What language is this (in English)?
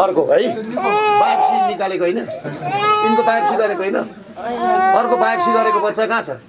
Nepali